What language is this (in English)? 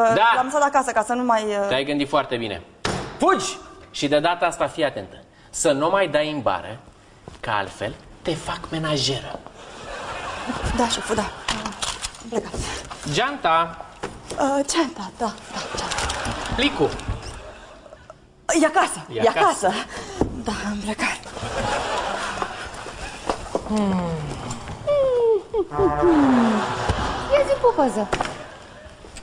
Romanian